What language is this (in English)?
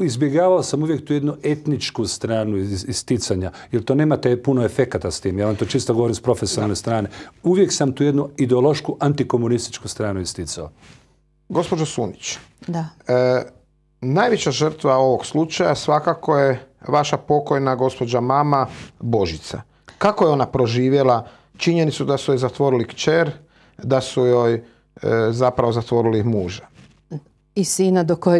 Croatian